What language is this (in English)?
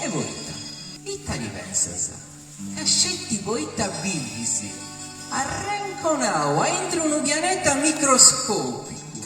Sardinian